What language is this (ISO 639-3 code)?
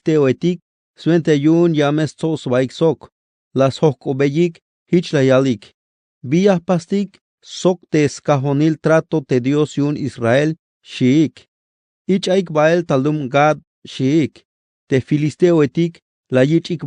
tzh